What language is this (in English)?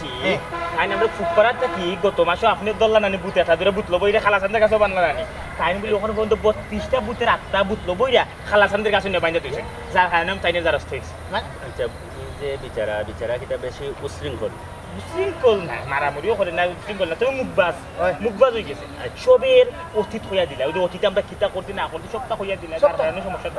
Sylheti